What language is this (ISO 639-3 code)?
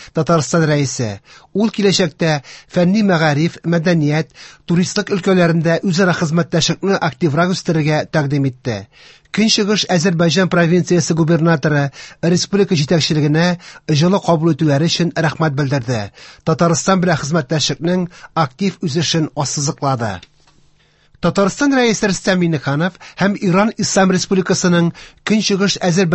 tat